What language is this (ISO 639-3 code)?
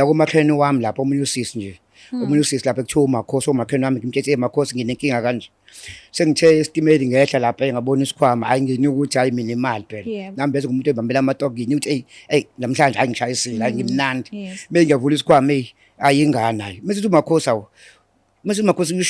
zul